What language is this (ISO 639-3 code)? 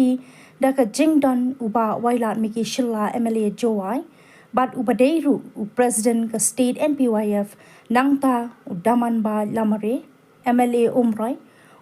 kha